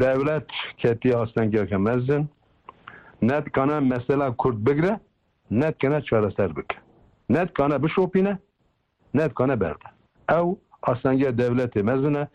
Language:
Kurdish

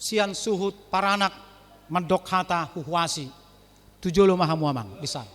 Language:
Batak Toba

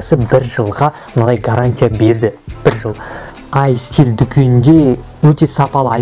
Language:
Kazakh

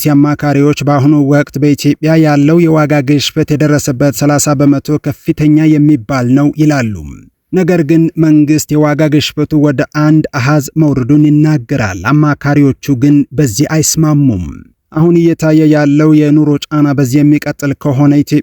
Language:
Amharic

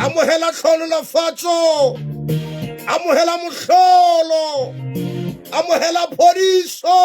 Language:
Southern Sotho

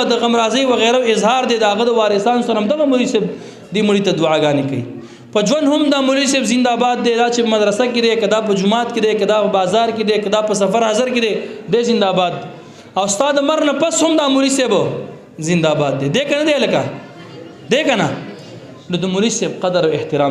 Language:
Pashto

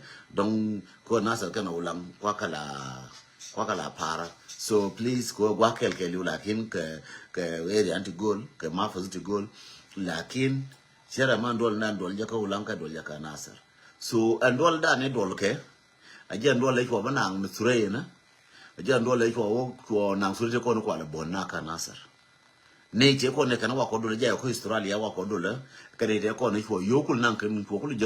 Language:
Nuer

